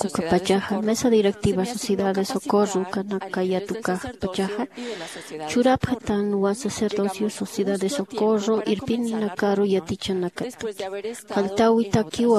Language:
Aymara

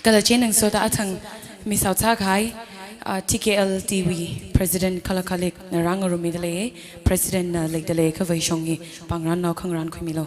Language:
Tangkhul Naga (India)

